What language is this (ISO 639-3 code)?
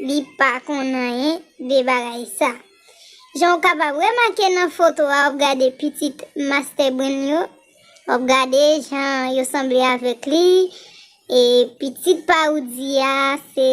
hat